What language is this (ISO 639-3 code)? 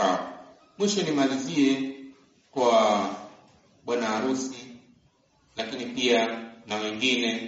swa